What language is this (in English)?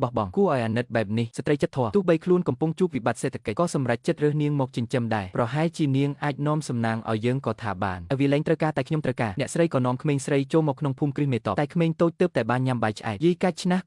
Khmer